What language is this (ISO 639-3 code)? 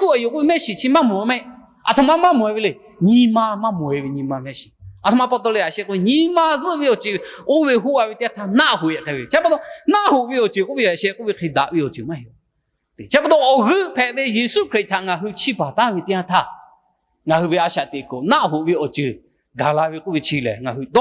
lhu